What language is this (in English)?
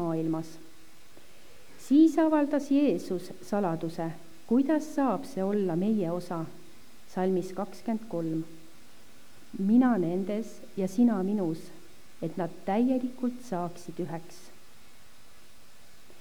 Estonian